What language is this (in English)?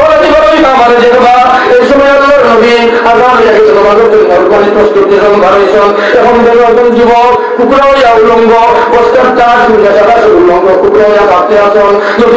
Sylheti